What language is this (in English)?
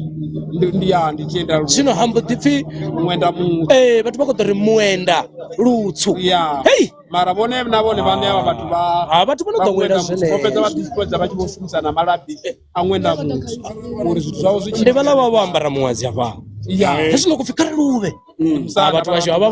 Venda